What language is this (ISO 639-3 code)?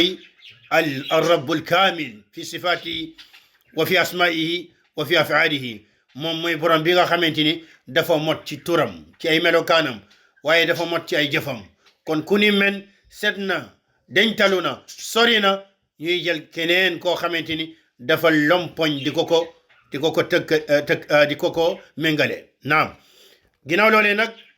wol